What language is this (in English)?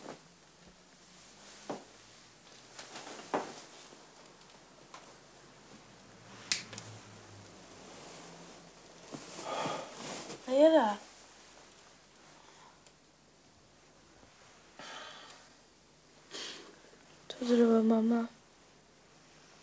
Swedish